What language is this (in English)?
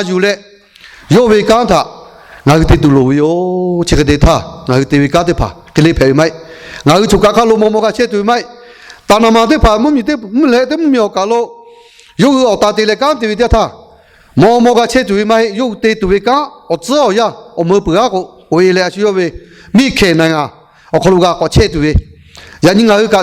Lahu